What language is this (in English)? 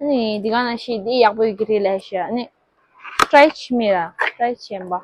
Tibetan